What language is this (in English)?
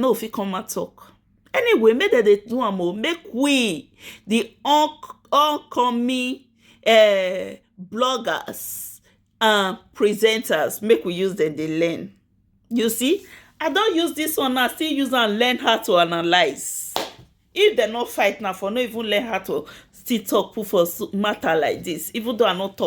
Nigerian Pidgin